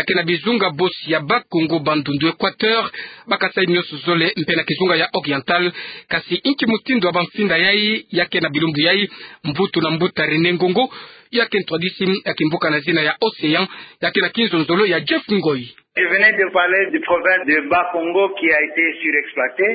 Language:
Kituba (Democratic Republic of Congo)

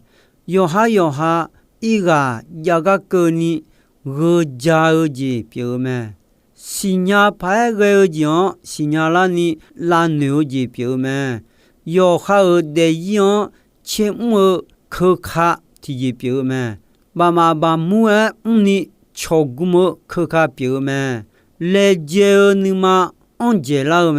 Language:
Akha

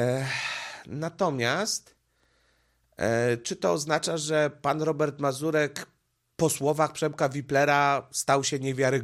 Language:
Polish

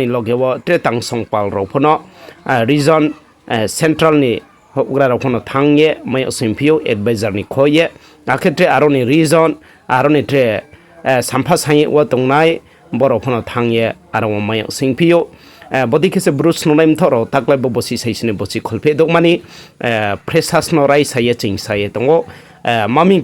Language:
Riang (India)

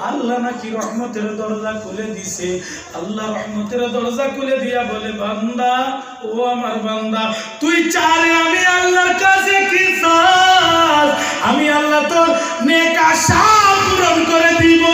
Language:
Sylheti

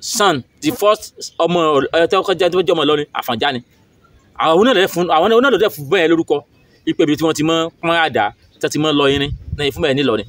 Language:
Yoruba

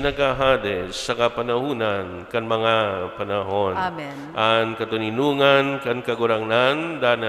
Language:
Bikol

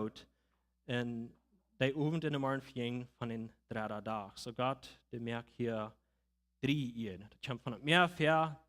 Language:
Plautdietsch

